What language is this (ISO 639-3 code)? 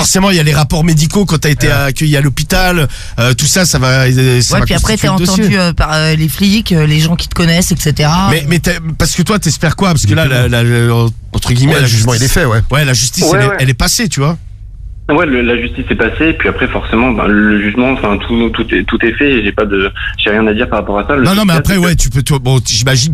fra